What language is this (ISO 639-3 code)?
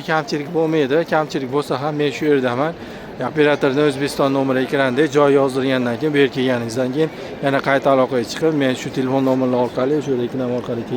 uzb